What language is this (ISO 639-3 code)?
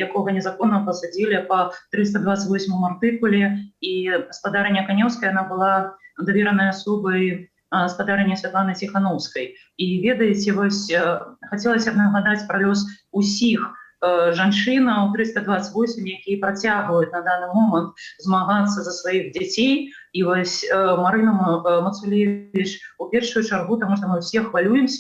bel